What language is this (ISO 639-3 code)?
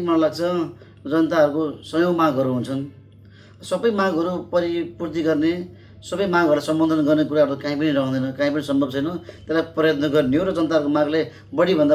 nep